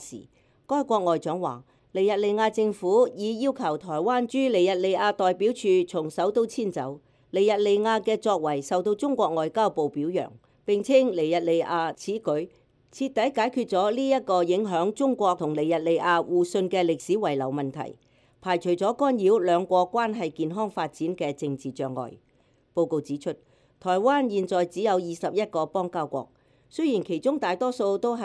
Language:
Cantonese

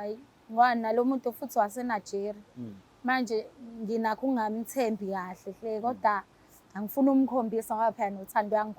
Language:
Zulu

